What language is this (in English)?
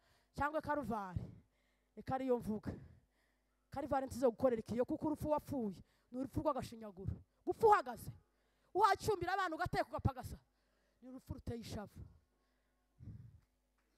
Kinyarwanda